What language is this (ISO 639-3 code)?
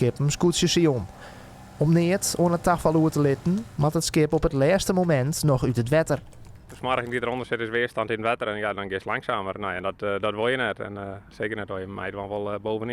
fry